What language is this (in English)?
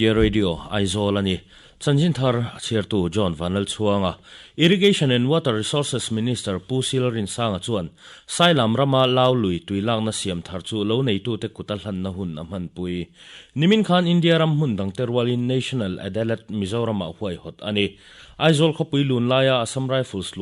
Mizo